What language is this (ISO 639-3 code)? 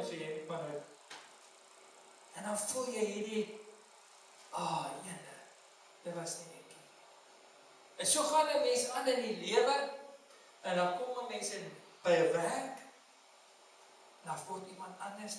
afr